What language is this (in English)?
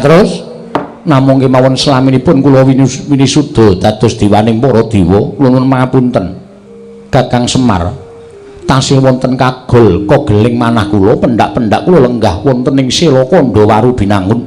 Javanese